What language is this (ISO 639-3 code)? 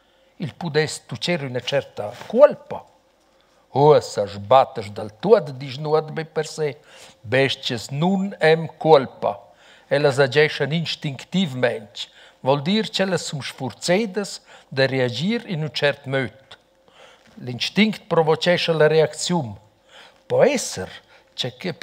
roh